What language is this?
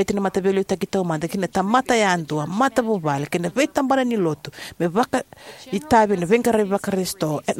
Fijian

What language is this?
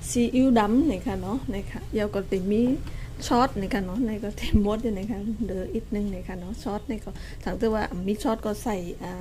Shan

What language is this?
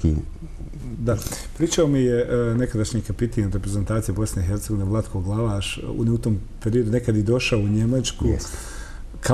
Bosnian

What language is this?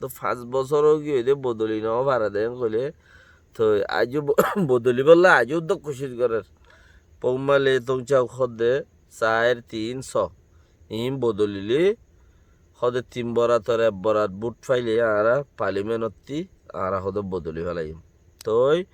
Rohingya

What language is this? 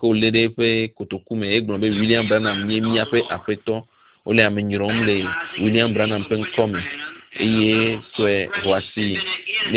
Ewe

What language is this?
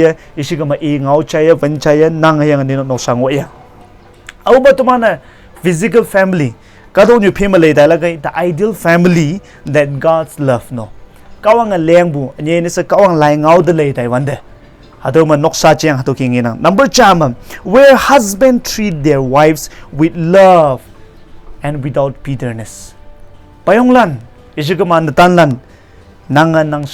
Konyak Naga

